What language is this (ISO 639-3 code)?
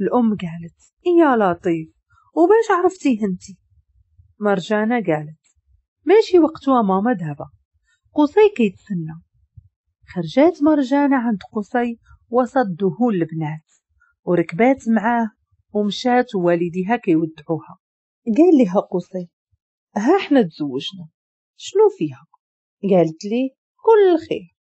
ary